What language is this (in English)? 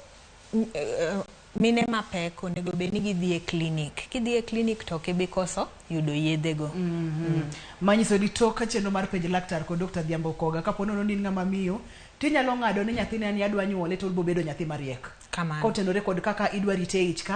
Luo (Kenya and Tanzania)